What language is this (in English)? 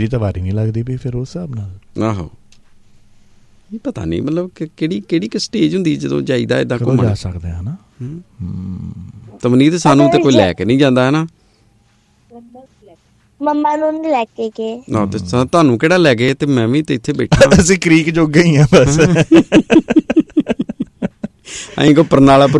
Punjabi